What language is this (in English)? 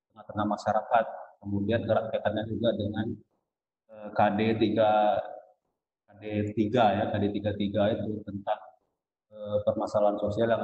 Indonesian